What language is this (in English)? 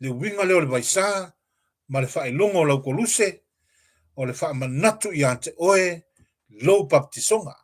Samoan